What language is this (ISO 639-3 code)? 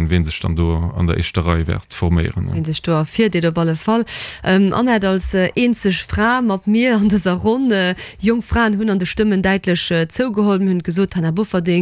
ltz